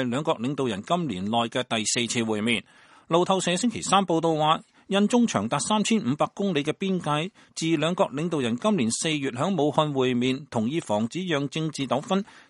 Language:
Cantonese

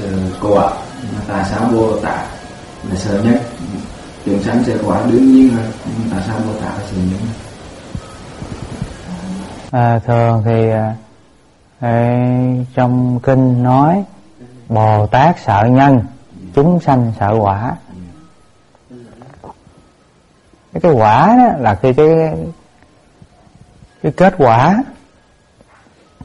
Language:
Vietnamese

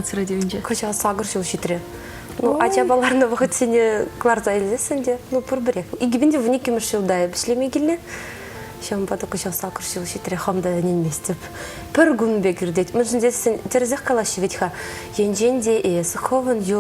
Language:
Chuvash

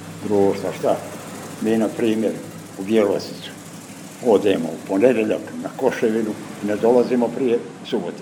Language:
Serbian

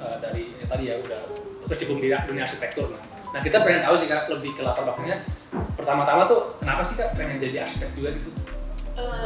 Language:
Indonesian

